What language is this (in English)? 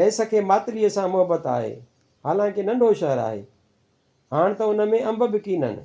Sindhi